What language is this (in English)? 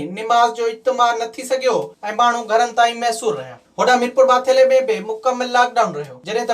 Sindhi